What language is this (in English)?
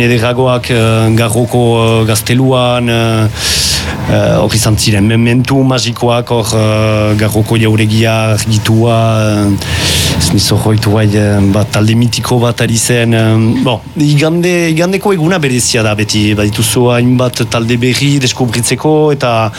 Basque